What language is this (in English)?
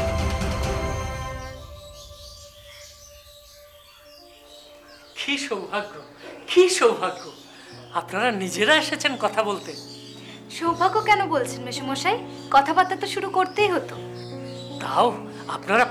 Bangla